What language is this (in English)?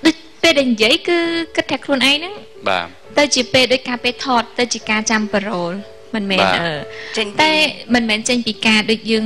Khmer